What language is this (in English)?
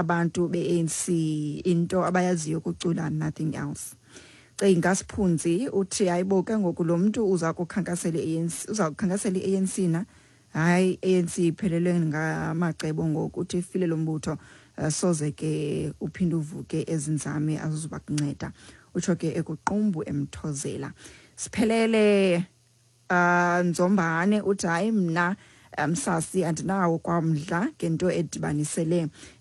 Xhosa